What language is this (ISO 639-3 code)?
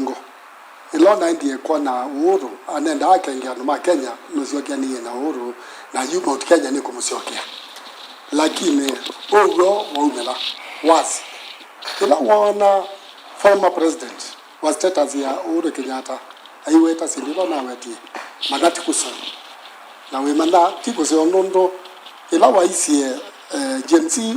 kam